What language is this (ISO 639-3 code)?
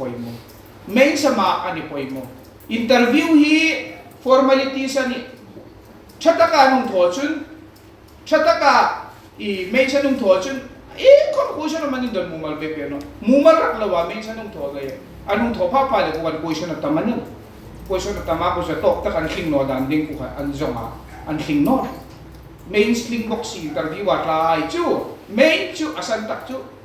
hmr